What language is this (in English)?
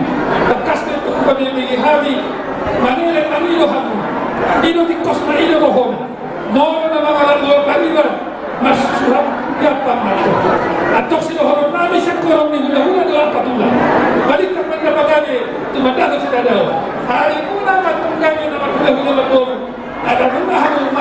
Batak Toba